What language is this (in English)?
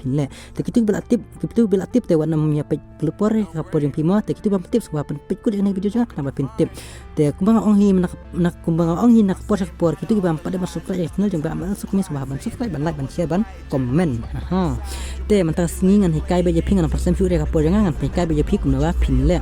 Khasi